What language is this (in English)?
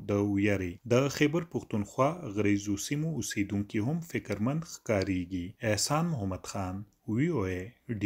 Pashto